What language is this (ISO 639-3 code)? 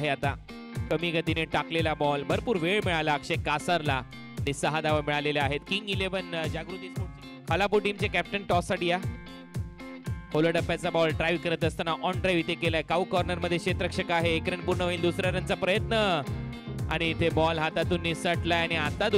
mar